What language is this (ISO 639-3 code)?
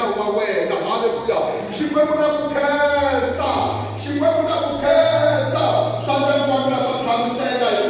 tso